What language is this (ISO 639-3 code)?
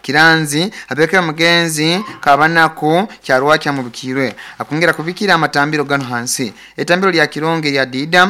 nyo